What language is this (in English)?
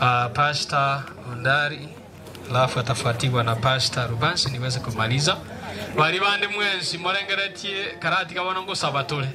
Gusii